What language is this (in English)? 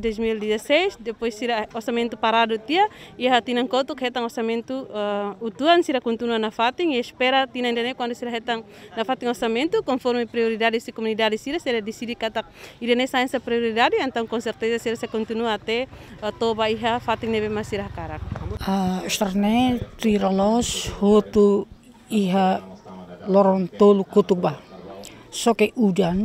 Tetum